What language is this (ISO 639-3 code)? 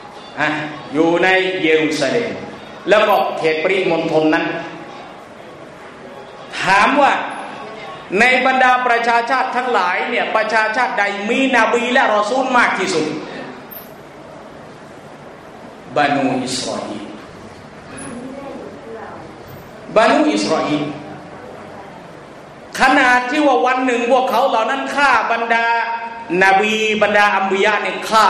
tha